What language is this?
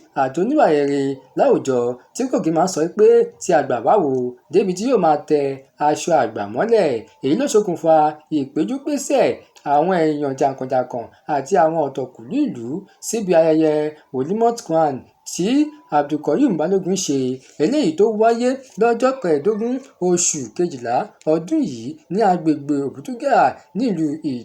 Yoruba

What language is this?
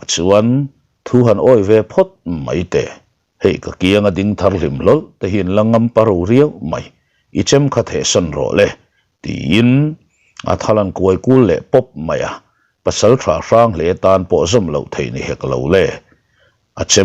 Mizo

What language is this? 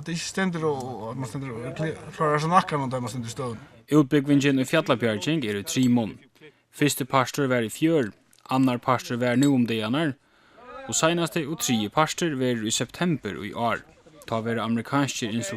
Faroese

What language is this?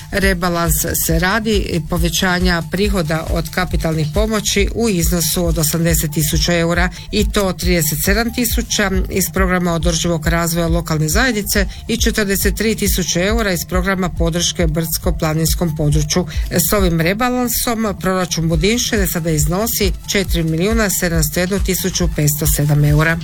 Croatian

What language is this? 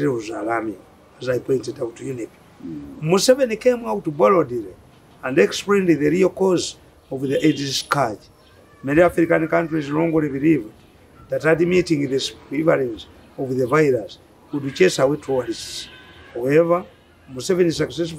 English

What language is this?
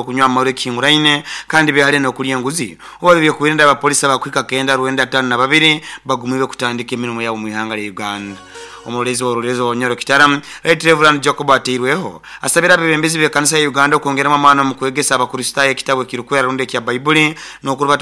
Nyoro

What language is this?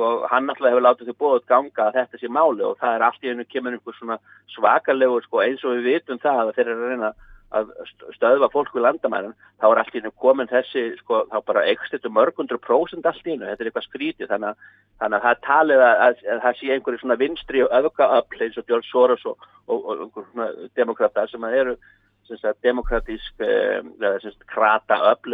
Icelandic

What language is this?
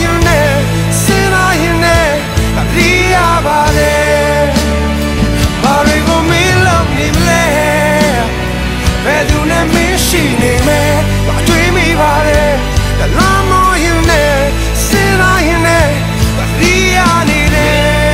Burmese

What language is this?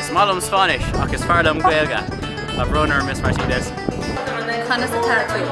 Irish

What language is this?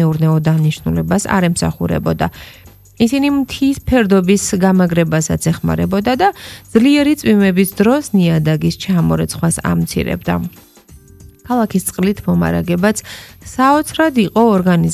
Georgian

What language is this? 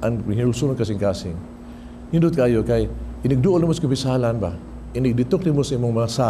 Cebuano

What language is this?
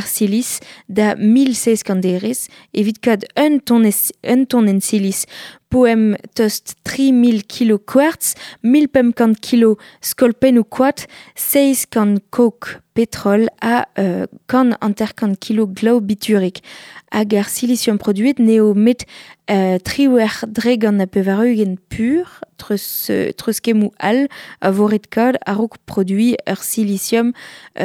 Breton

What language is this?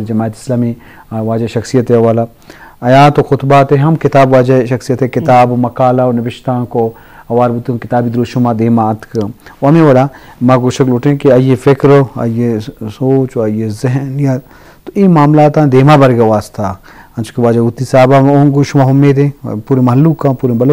Eastern Balochi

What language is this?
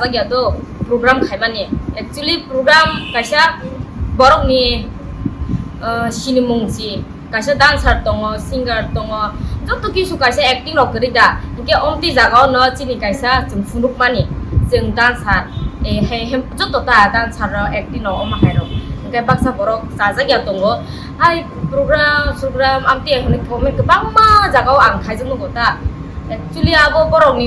Kok Borok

